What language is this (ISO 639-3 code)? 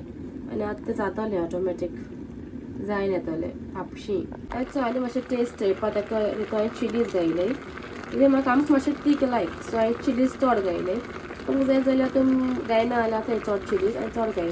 kok